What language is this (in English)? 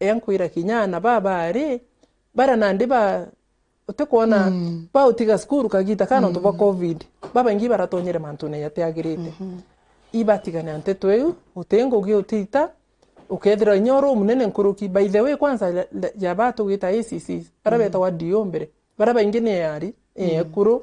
Meru